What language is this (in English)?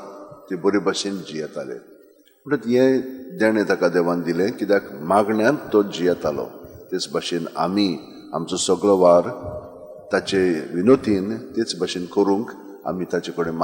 Konkani